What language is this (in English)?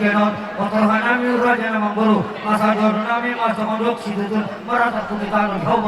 Batak Toba